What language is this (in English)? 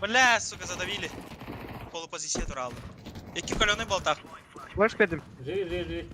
Yakut